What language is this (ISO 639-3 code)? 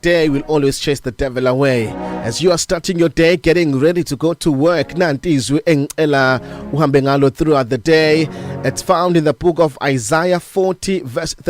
zul